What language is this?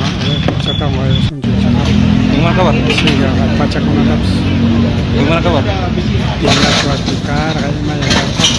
Ayacucho Quechua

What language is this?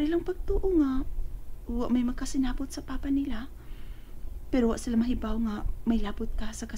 Cebuano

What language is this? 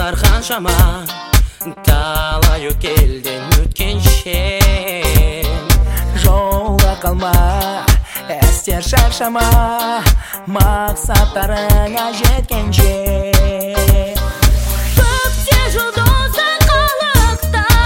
Kazakh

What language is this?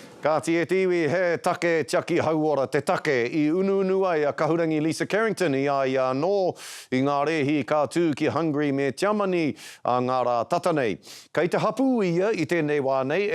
Māori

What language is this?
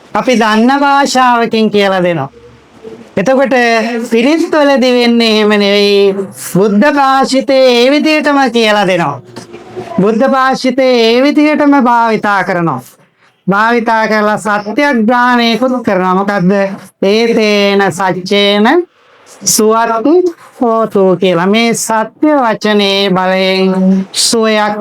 Sinhala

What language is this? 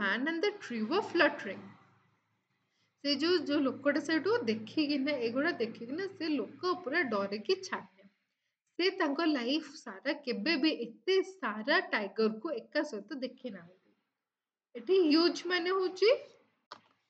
Odia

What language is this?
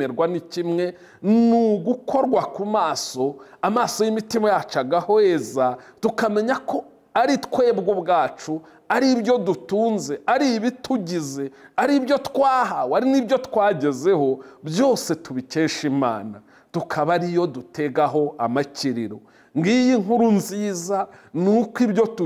Kinyarwanda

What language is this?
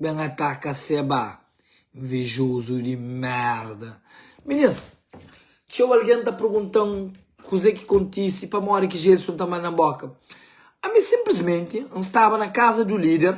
Kabuverdianu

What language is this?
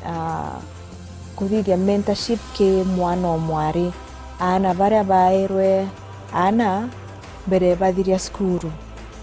Meru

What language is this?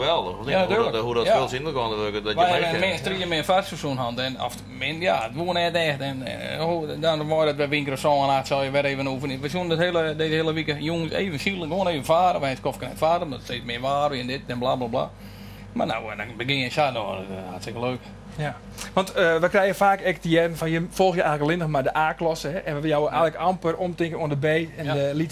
Western Frisian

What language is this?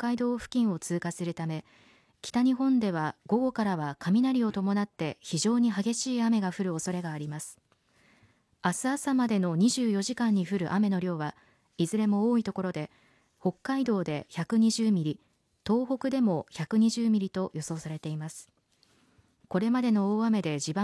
Japanese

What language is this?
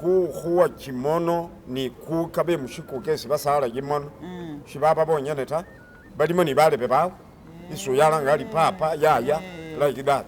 Masaaba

